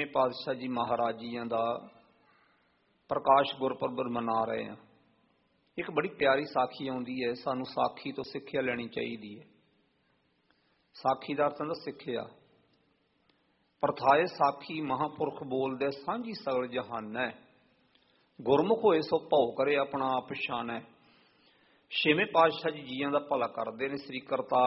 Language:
Punjabi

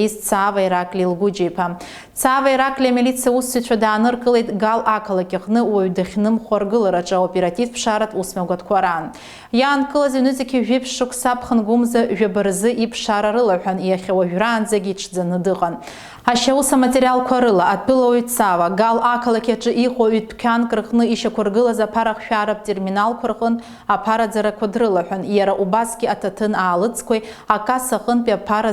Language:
Abkhazian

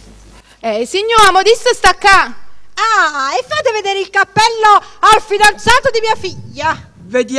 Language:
Neapolitan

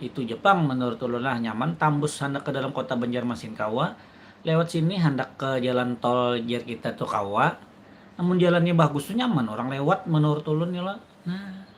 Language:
Banjar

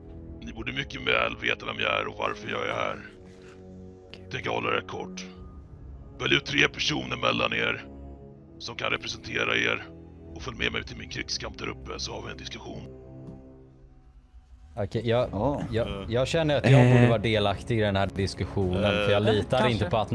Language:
Swedish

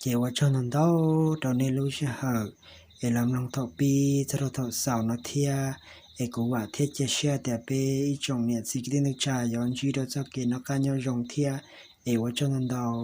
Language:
Hmong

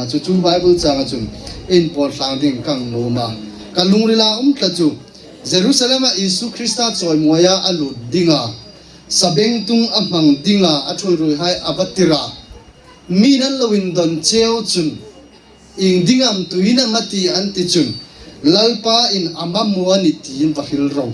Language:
Hmar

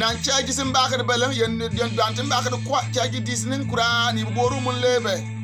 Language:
Bimoba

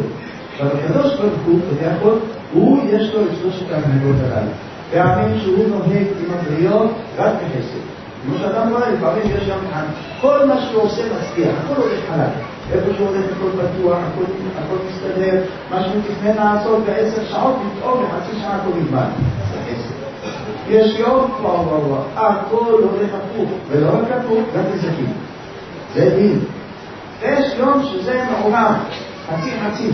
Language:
Hebrew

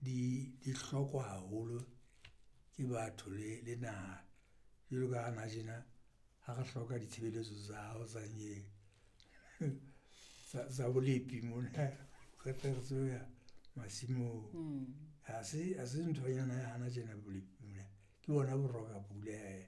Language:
Southern Sotho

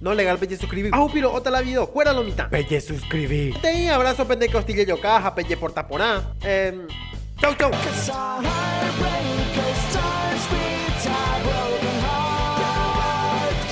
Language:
Guarani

